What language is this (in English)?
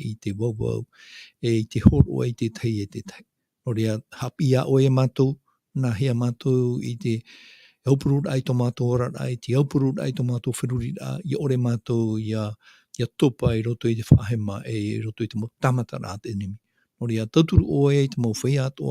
Tahitian